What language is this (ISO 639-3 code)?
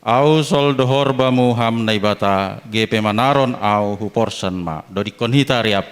bts